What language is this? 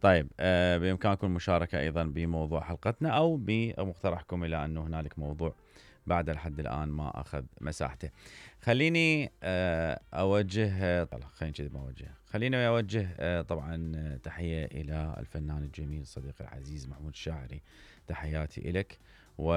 Mesopotamian Arabic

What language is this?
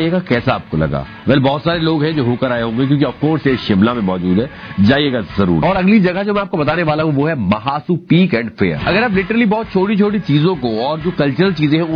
Hindi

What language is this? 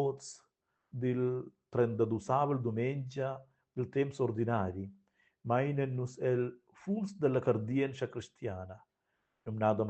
Romansh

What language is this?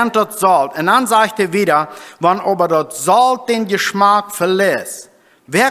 Plautdietsch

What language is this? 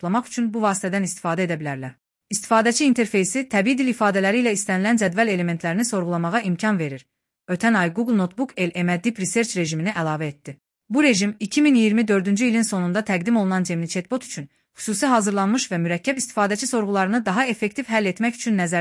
Azerbaijani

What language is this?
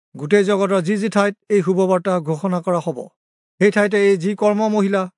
Assamese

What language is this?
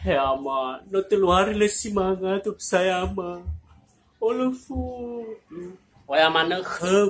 Nias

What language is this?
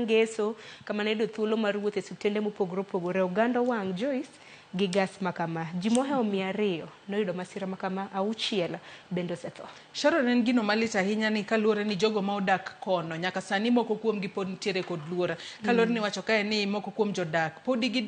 Luo (Kenya and Tanzania)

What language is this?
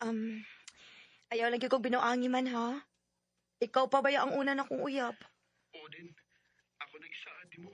Cebuano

